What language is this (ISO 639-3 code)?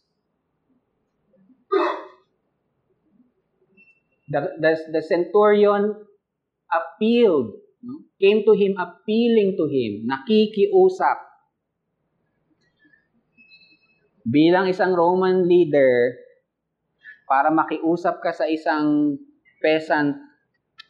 fil